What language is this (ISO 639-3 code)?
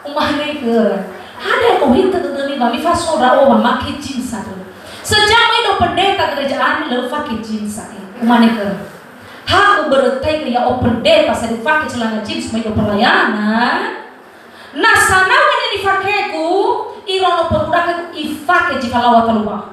nia